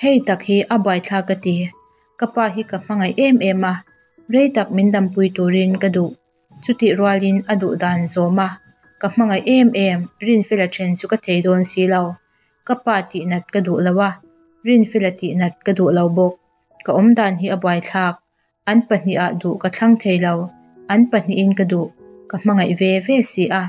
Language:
Mizo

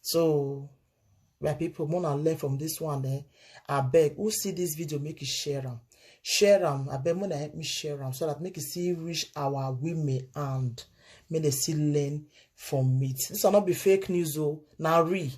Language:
Nigerian Pidgin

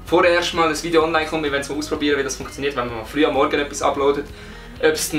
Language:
Swiss German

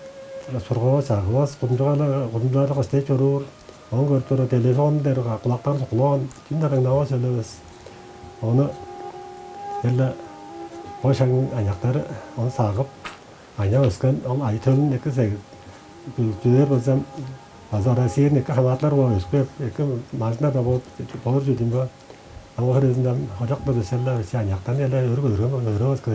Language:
Tuvinian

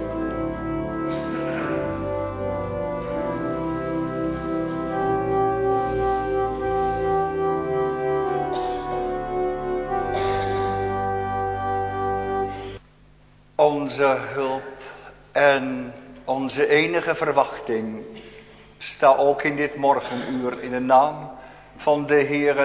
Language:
Dutch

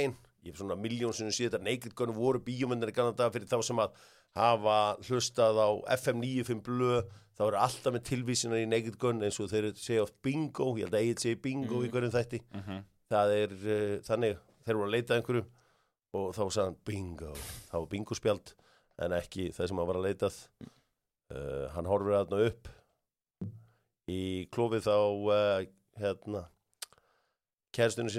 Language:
Icelandic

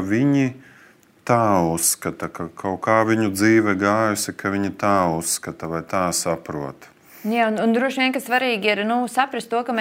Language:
Latvian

